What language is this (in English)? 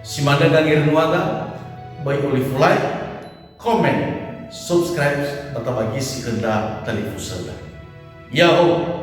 Nias